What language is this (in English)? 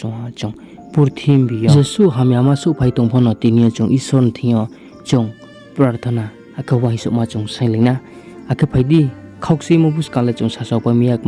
Riang (India)